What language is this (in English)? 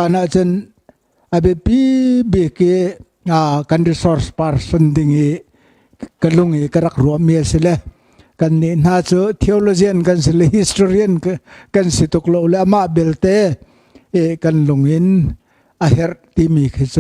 Hakha Chin